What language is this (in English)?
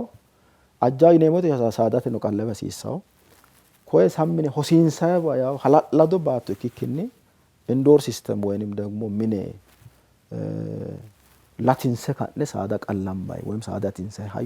Sidamo